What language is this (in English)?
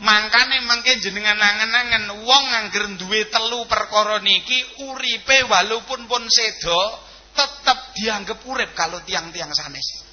Javanese